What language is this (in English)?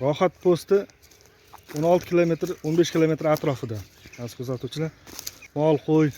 Uzbek